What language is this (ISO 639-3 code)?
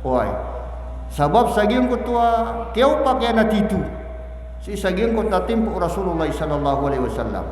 mrw